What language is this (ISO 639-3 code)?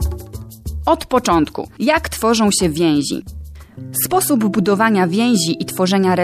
pol